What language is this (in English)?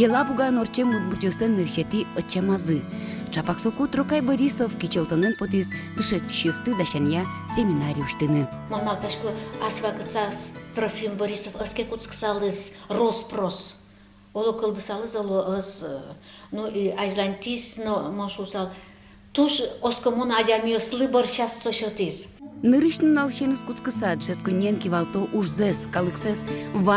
Udmurt